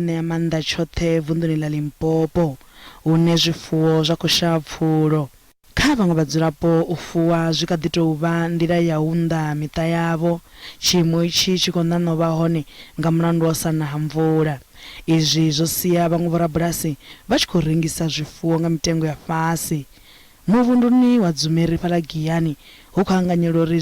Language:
Venda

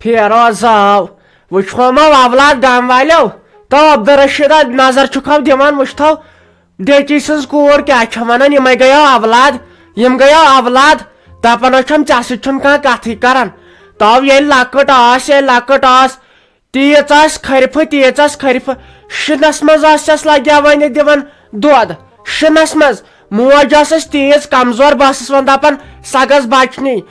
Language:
Kashmiri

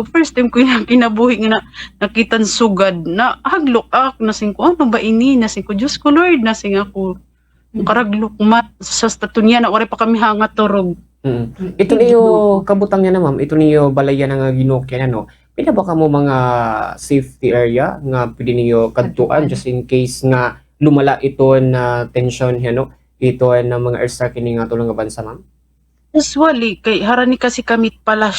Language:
Waray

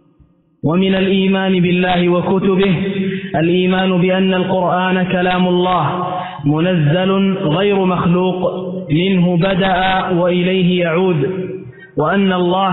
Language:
Arabic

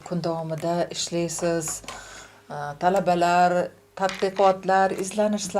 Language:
Uzbek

